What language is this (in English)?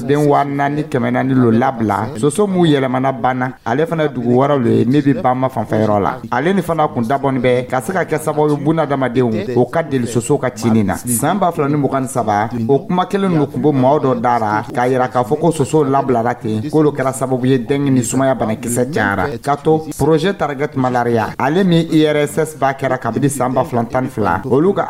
Dyula